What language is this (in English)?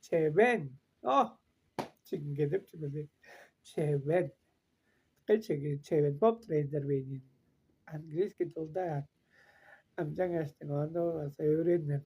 Tuvinian